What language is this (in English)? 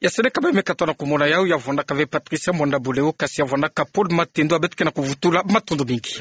Kituba (Democratic Republic of Congo)